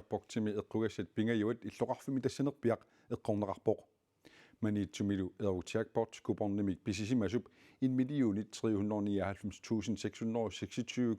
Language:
Kalaallisut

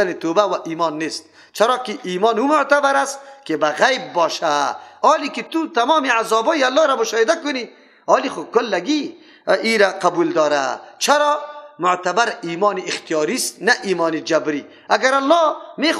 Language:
Persian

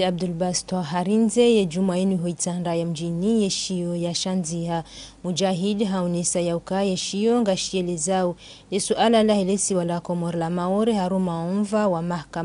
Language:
Ngazidja Comorian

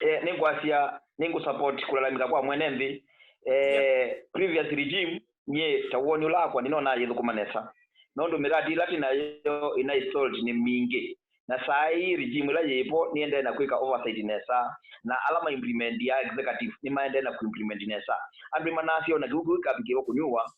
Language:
Kamba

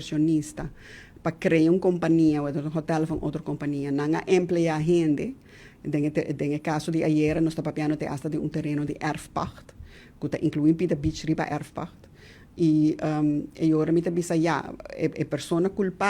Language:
Papiamento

